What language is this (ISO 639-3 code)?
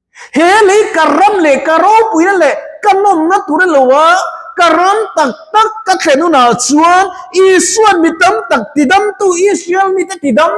lus